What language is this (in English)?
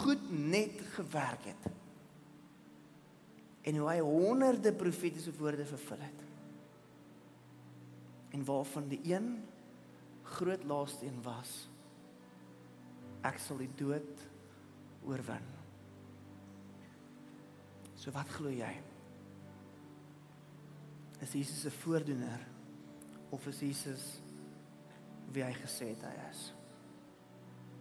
Afrikaans